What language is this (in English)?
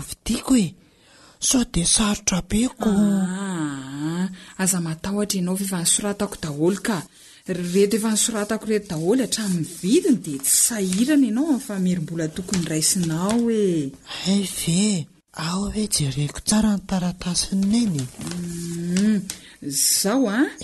Malagasy